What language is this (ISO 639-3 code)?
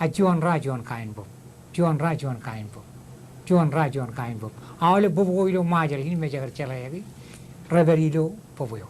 mah